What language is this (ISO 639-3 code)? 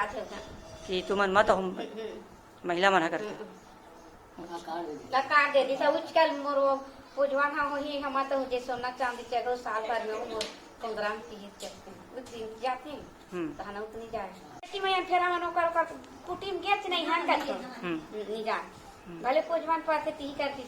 hne